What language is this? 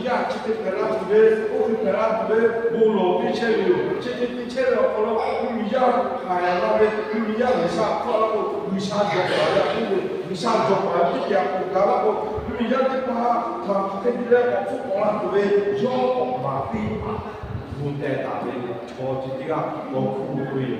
Lahu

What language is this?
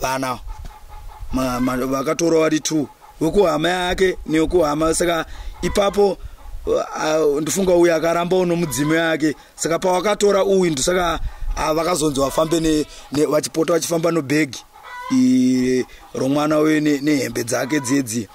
Shona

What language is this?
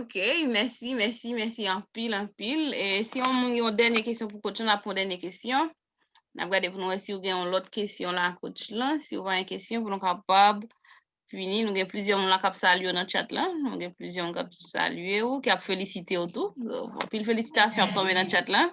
Haitian Creole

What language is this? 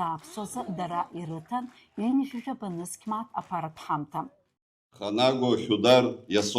Abkhazian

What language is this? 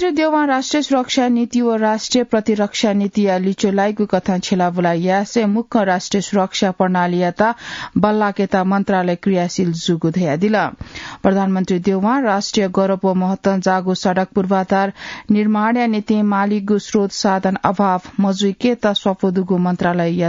Newari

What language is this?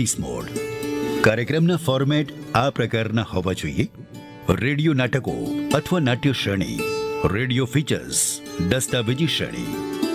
Gujarati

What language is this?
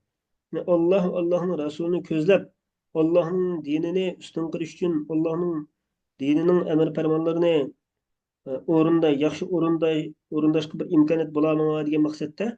Uyghur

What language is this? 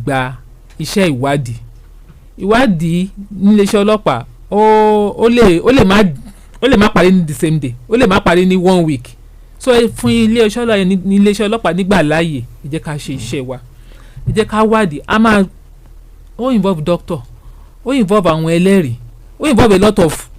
Yoruba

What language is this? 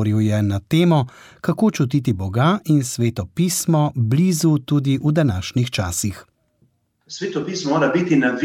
Slovenian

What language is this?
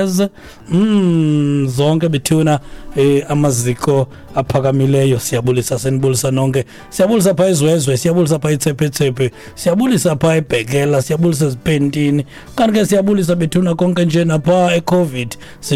Xhosa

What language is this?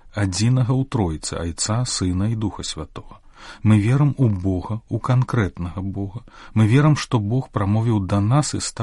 Belarusian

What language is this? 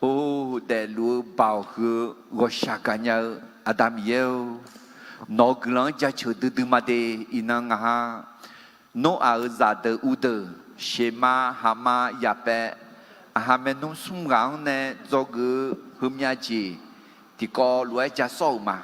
Akha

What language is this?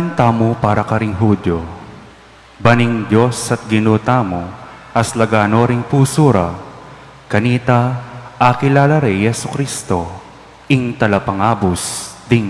Pampanga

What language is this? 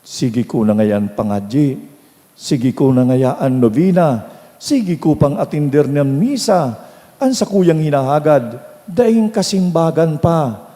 Bikol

